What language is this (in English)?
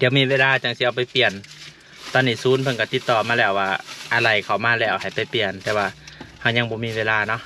Lao